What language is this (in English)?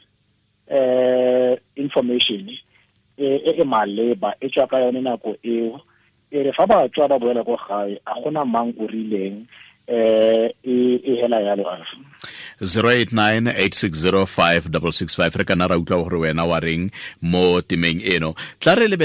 Tswana